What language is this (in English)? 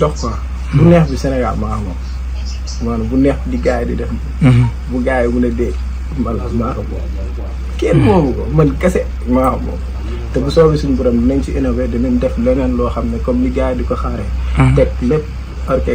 Wolof